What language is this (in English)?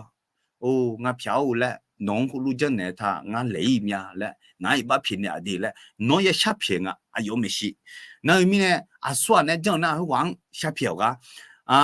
Akha